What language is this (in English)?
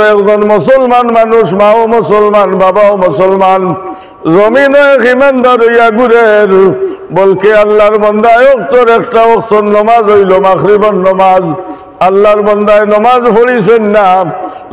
Sylheti